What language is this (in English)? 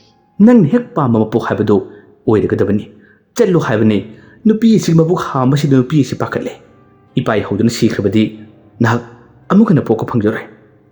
Manipuri